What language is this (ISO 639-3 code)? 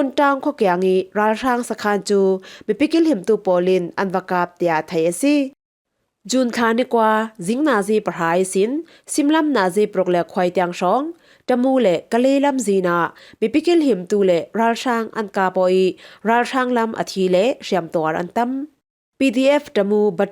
cfm